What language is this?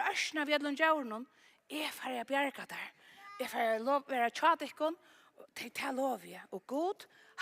Faroese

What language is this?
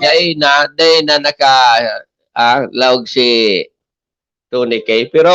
Bikol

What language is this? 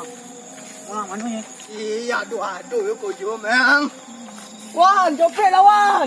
Minangkabau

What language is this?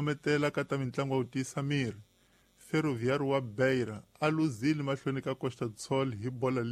Tsonga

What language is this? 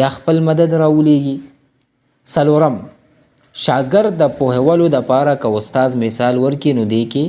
Pashto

